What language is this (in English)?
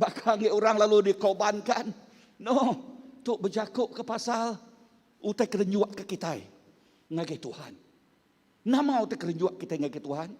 Iban